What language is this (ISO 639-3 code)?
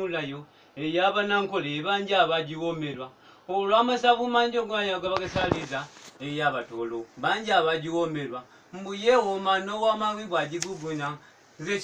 lug